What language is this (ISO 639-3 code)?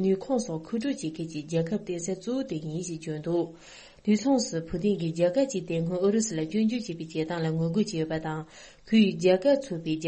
bod